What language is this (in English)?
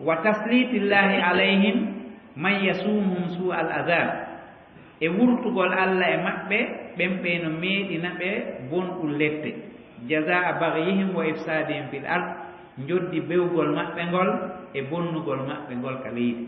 Fula